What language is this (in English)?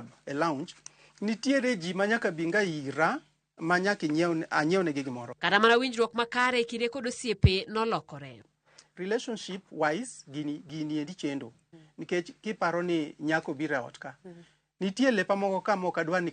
Luo (Kenya and Tanzania)